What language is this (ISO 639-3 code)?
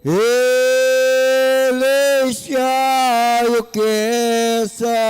pam